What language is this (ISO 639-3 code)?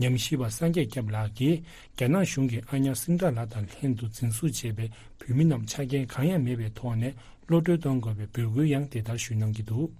bod